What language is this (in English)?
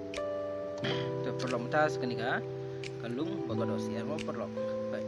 Khasi